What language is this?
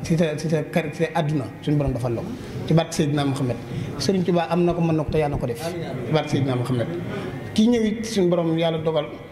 Wolof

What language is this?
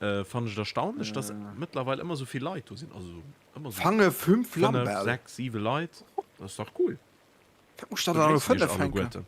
Luxembourgish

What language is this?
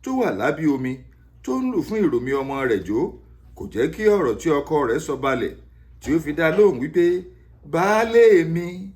Yoruba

